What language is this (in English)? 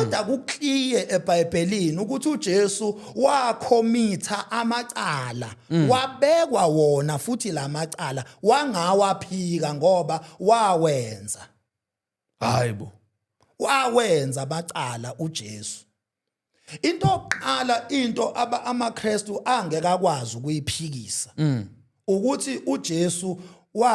Zulu